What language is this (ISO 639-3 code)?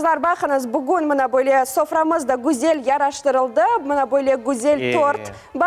crh